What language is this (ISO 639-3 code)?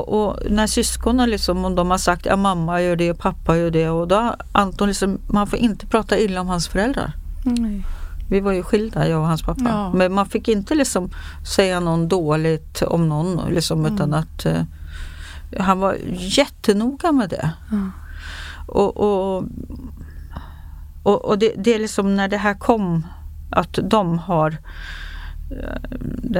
swe